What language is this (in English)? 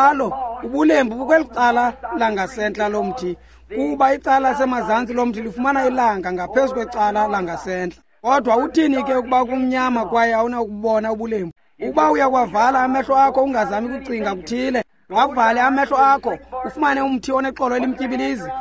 Xhosa